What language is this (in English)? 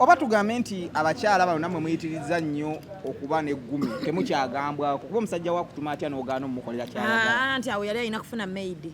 Ganda